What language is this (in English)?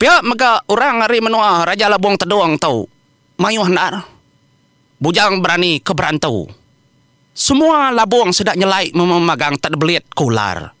Iban